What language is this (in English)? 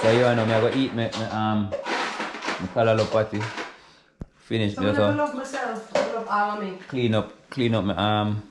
Jamaican Creole English